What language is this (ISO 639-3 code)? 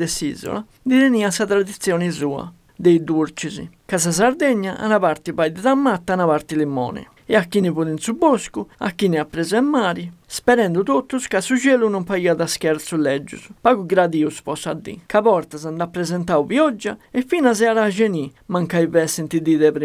srd